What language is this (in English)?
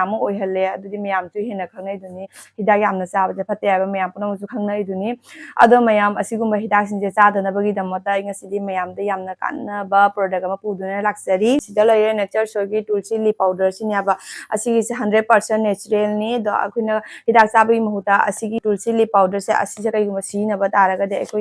Manipuri